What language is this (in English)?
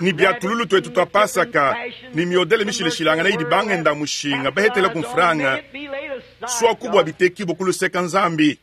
Luba-Lulua